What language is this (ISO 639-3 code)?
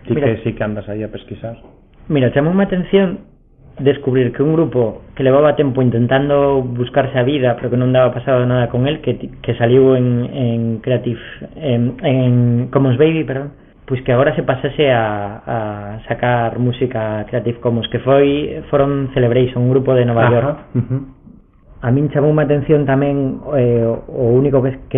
glg